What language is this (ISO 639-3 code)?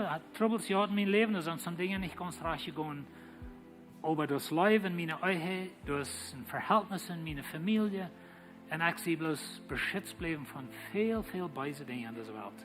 pdt